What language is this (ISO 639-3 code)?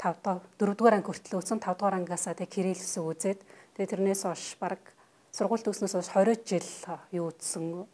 mon